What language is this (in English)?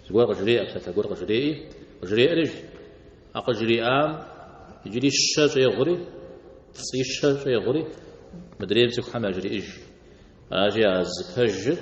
Kabardian